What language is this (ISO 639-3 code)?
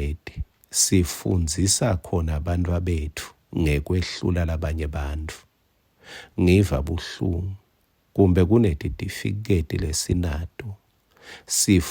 ssw